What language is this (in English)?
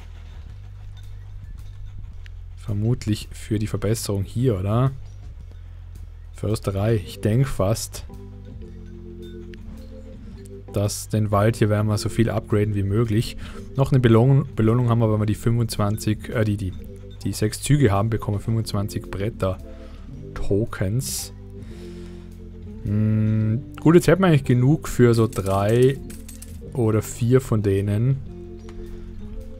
German